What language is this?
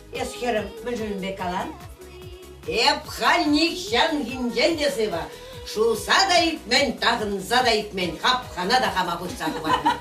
Chuvash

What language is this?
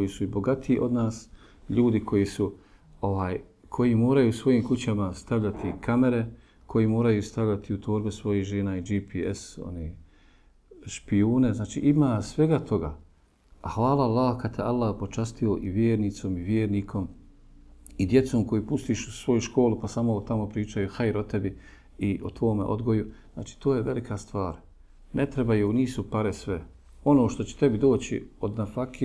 Bosnian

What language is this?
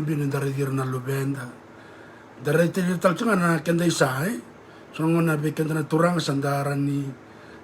Fijian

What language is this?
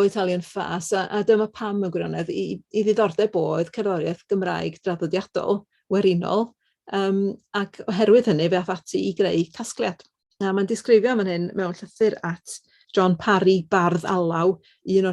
Welsh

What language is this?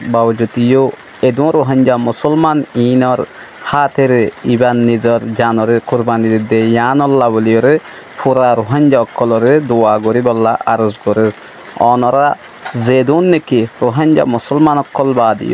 Rohingya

